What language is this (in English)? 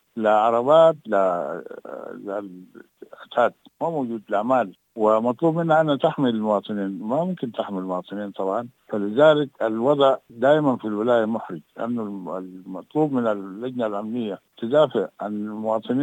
Sudanese Arabic